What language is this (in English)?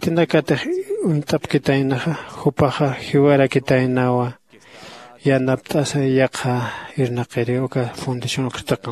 Aymara